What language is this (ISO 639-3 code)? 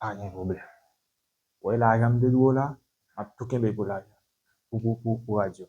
hat